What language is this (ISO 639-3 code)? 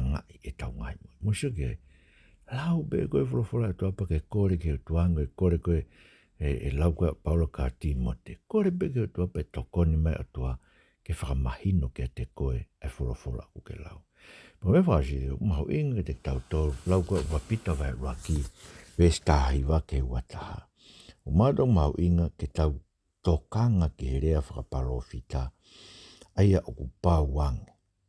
ton